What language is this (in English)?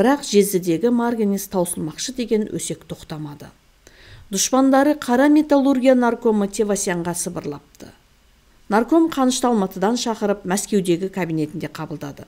Kazakh